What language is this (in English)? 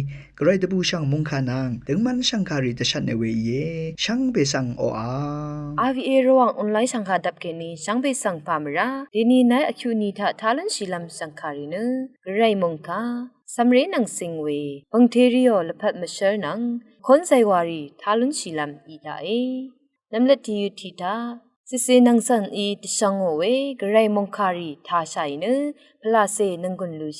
Rawang